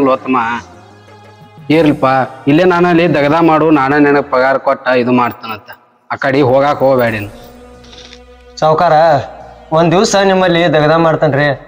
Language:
Kannada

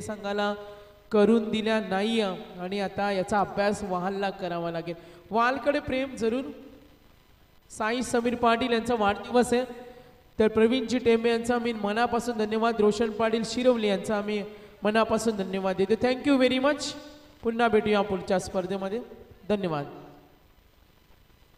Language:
Marathi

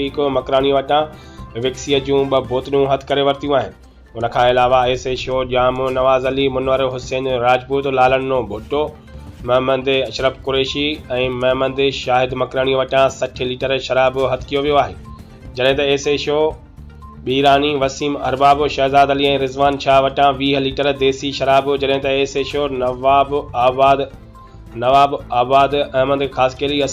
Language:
Sindhi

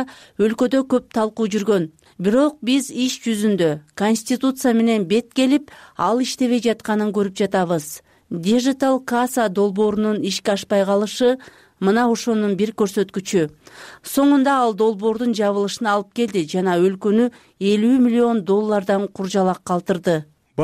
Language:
Kyrgyz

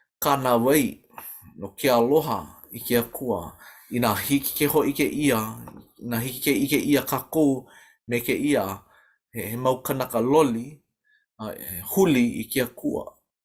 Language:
Hawaiian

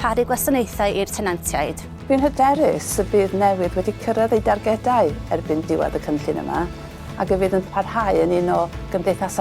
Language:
Welsh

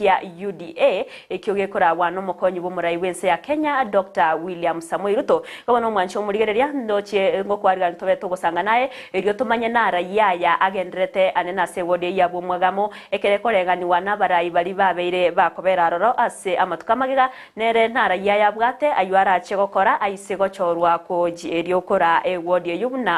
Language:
Gusii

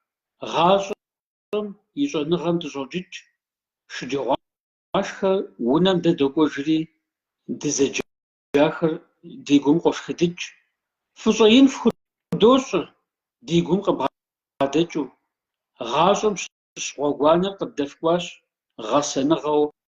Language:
Kabardian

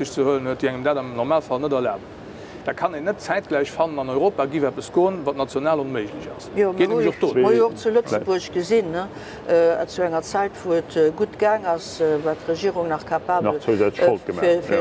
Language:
Luxembourgish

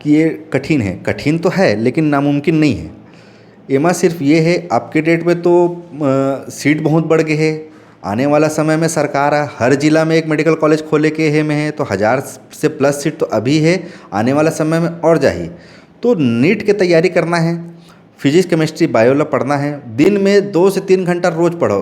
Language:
Chhattisgarhi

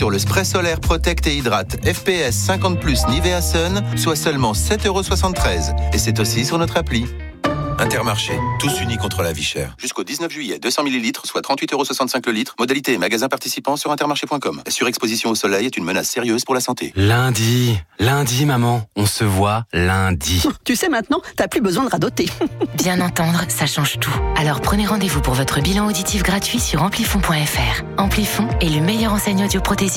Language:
French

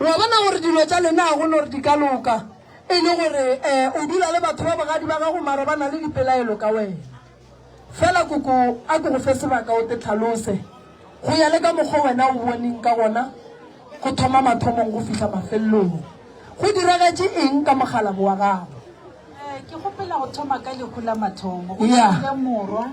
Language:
Northern Sotho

